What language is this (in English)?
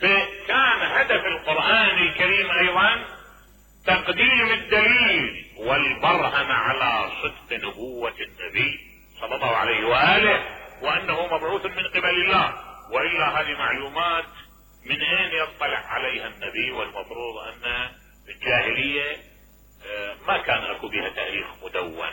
Mesopotamian Arabic